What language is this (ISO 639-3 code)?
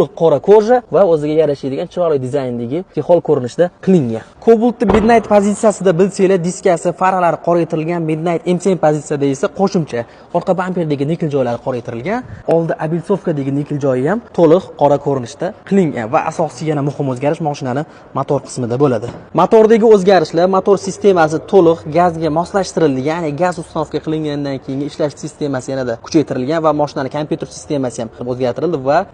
uzb